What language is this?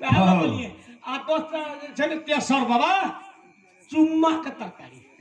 Maithili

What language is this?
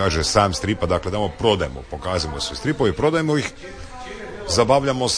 Croatian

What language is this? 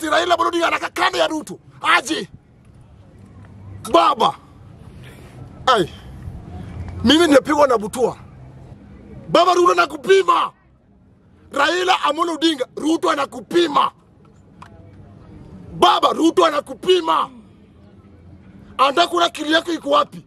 Swahili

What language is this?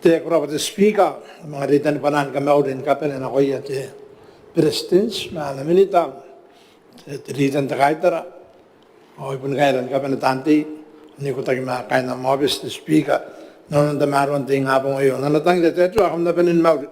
Gilbertese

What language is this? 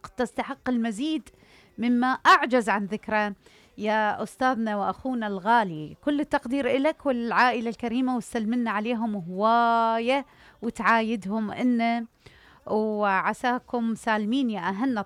Mesopotamian Arabic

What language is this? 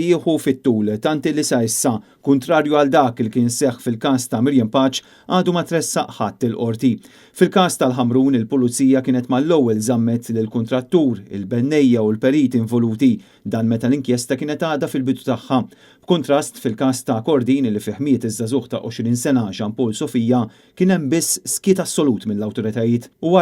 Maltese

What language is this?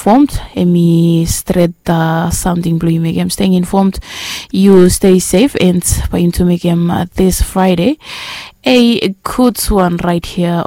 Bislama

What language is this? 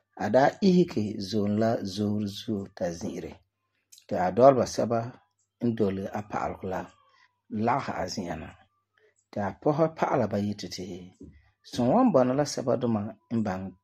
Frafra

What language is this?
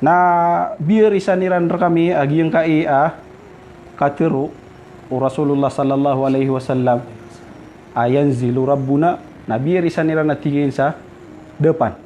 Maranao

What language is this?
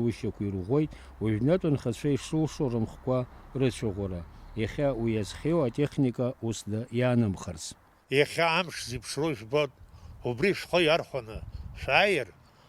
Abkhazian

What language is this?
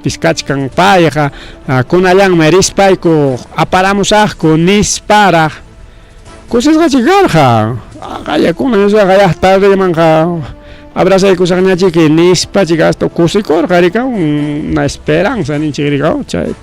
Ayacucho Quechua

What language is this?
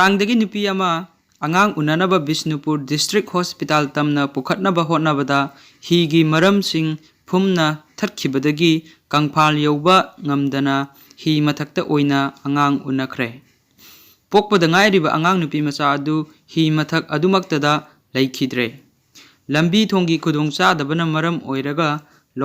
Manipuri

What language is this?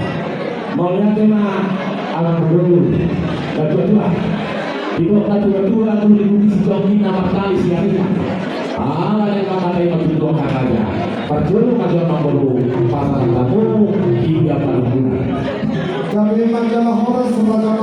Batak Toba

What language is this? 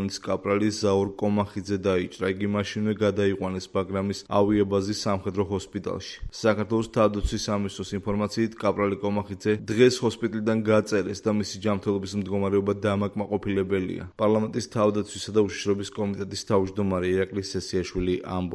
Georgian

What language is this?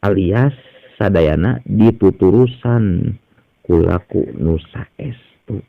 Sundanese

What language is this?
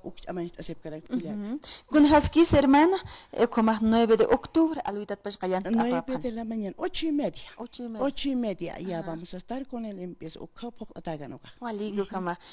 Aymara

